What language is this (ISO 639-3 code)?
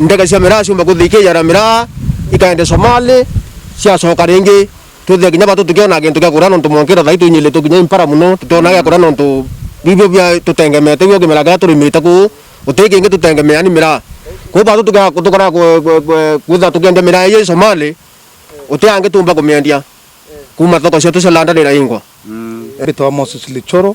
mer